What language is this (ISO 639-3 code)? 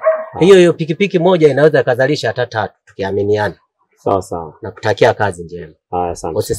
swa